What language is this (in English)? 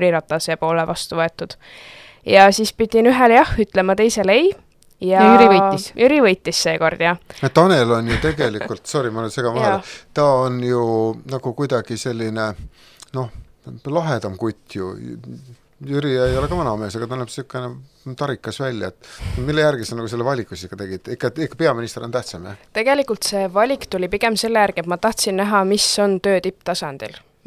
Estonian